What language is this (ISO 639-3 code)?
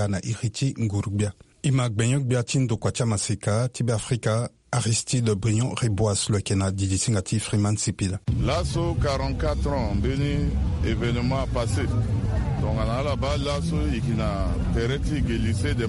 sag